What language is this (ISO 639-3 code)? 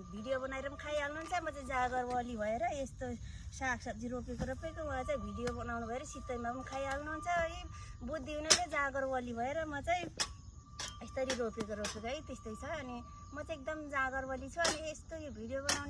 nep